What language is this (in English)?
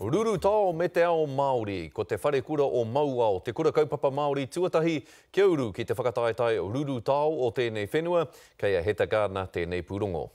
Māori